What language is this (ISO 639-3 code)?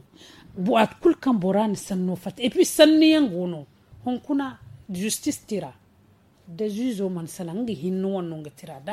dje